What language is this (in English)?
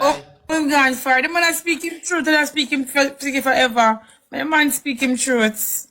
Jamaican Creole English